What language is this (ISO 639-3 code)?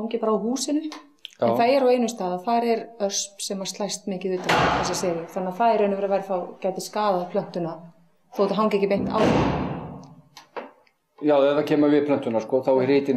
isl